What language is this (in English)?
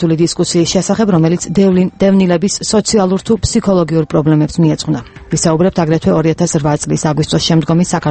Georgian